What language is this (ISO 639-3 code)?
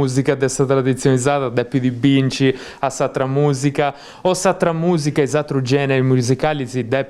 srd